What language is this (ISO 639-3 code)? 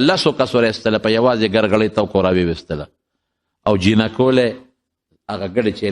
pus